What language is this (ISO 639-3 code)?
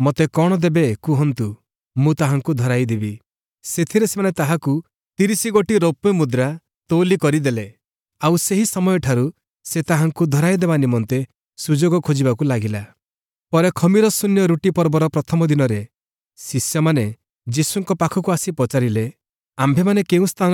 ori